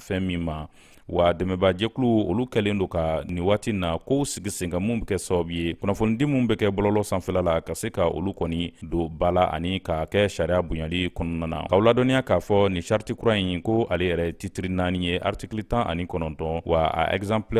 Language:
Bambara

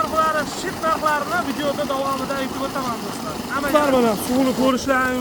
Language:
Uzbek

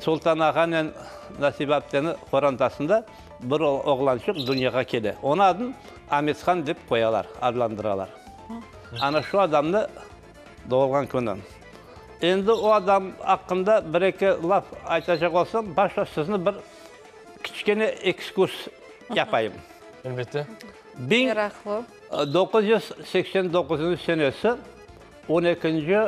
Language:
Crimean Tatar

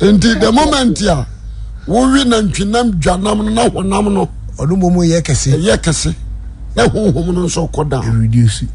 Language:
Akan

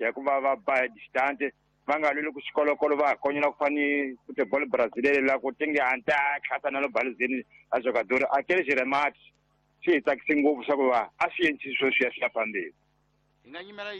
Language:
Tsonga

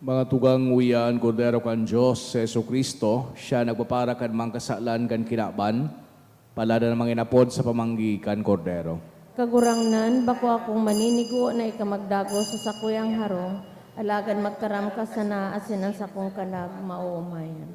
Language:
Bikol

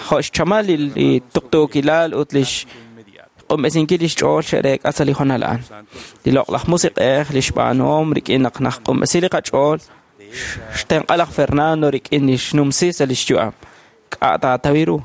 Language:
Kekchí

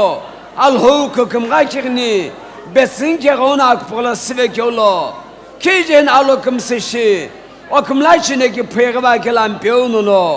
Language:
Sumi Naga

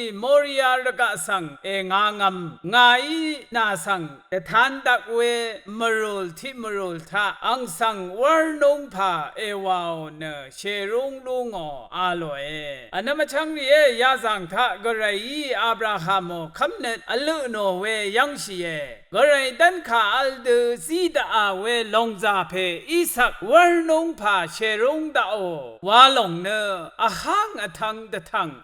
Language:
Rawang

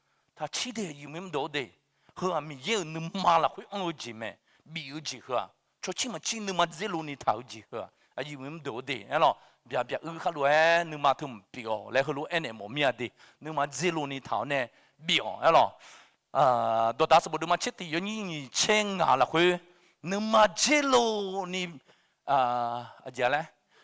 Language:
Akha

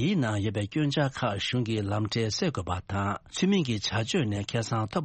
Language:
Tibetan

